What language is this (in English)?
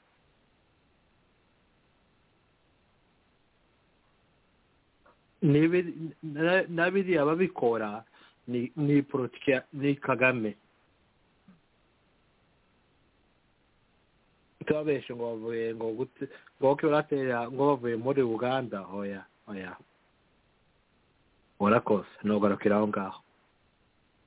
Kinyarwanda